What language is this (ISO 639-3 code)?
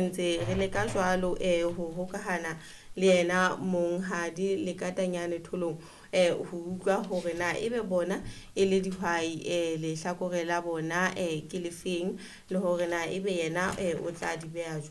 sot